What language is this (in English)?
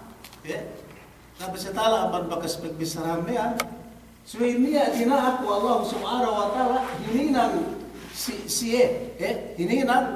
Yakan